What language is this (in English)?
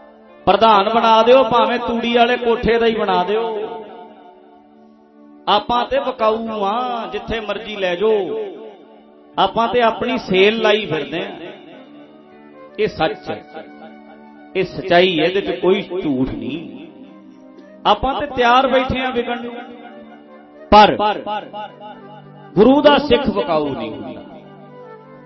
Punjabi